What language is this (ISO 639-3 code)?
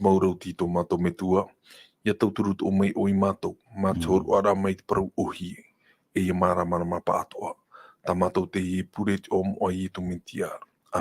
tah